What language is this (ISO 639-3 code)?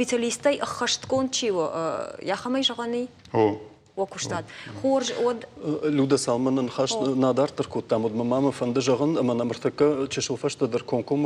oss